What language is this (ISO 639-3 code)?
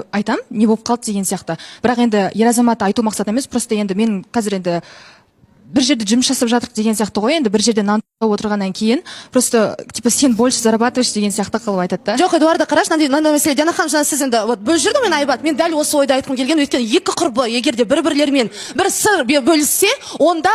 kaz